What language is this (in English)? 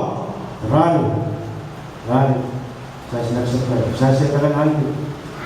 Pohnpeian